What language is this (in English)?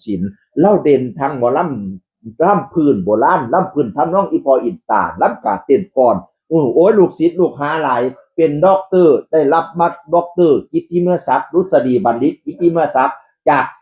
Northeastern Thai